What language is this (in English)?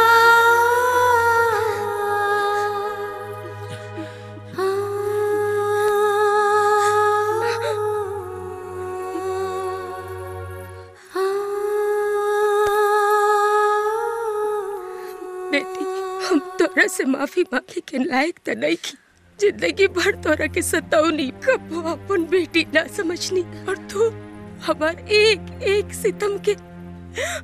Bhojpuri